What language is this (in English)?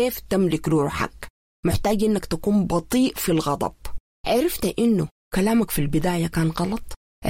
Sudanese Arabic